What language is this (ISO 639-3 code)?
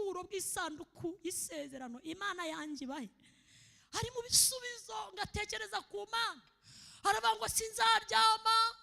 kin